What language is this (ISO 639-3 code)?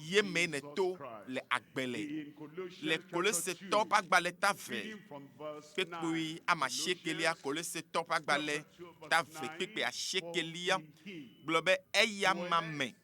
ewe